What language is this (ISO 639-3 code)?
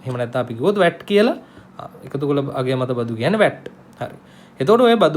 sin